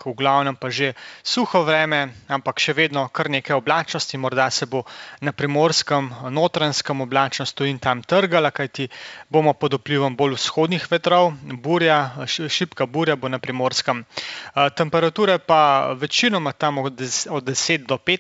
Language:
Slovenian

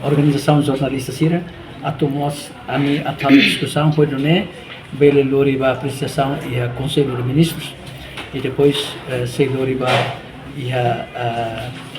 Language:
Tetum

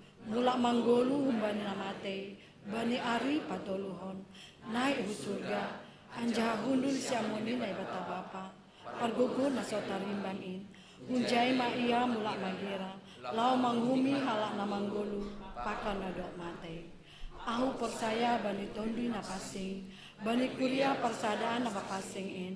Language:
Batak Simalungun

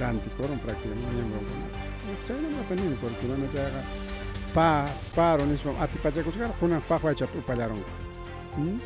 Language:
Ayacucho Quechua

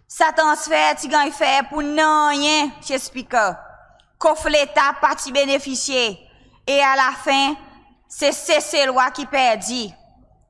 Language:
Seselwa Creole French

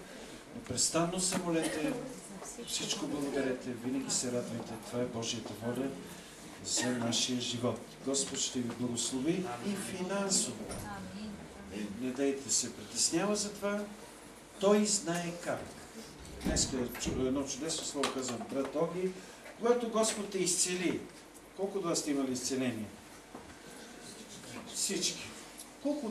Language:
Bulgarian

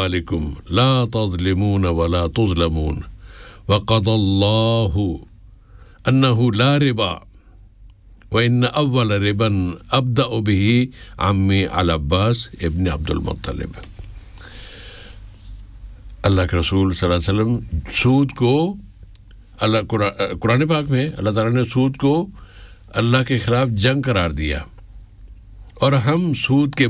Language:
Urdu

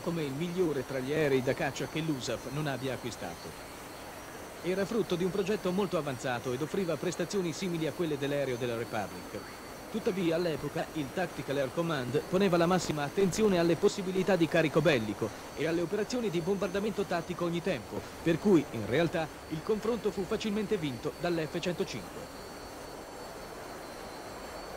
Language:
Italian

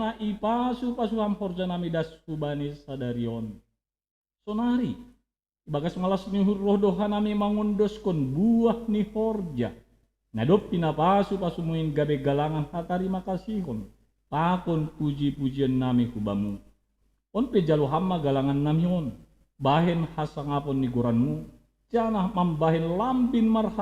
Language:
Batak Simalungun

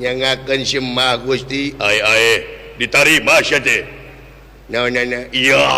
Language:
Sundanese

